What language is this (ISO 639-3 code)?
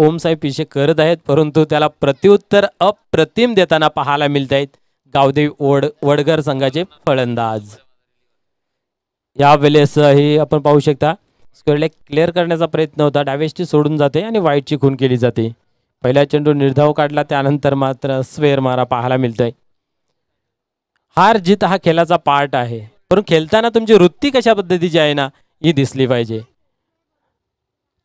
mar